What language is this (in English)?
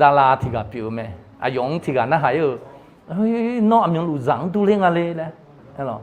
Akha